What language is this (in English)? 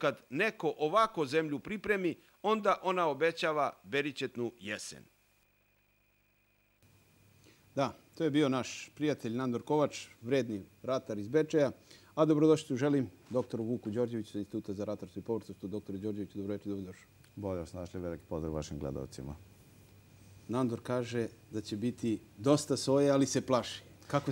Serbian